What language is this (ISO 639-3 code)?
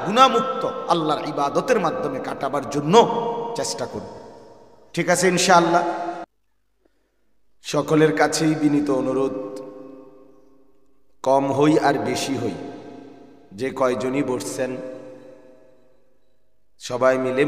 ben